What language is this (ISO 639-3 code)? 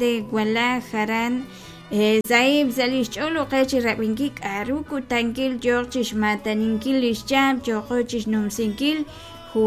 kek